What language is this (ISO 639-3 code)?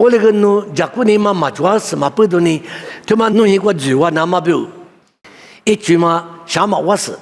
lis